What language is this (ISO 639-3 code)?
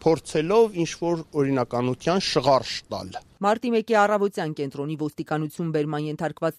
hye